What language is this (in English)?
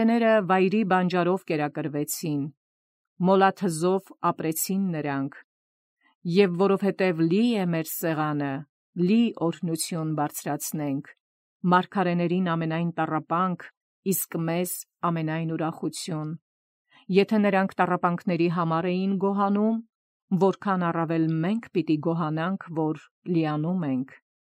Armenian